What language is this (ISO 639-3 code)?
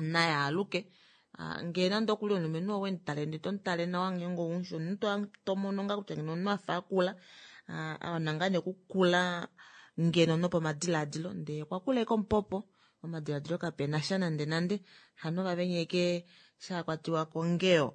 kua